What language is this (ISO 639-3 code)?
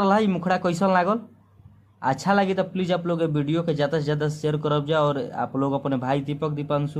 bho